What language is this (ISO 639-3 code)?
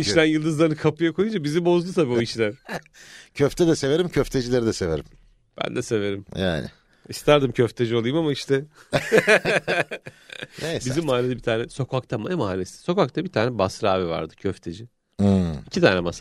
tur